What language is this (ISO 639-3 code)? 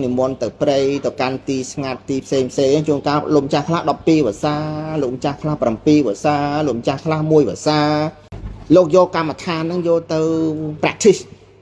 khm